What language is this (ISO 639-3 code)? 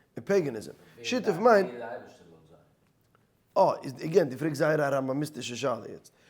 yid